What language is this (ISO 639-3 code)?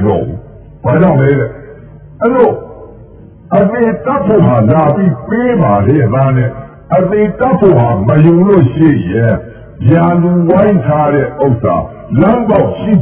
mya